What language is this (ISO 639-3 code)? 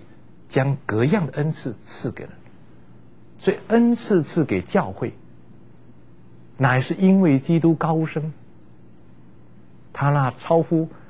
zho